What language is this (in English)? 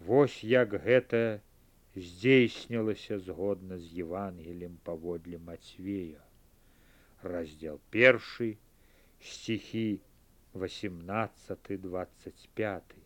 Belarusian